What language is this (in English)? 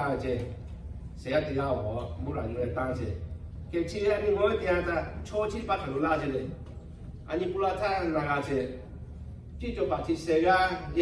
Lahu